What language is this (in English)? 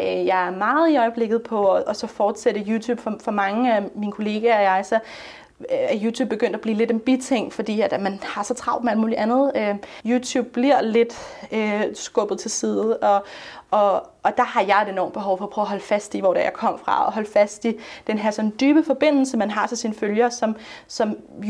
Danish